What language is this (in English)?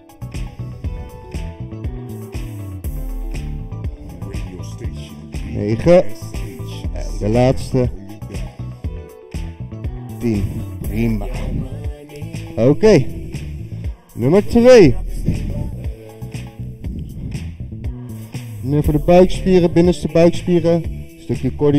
Dutch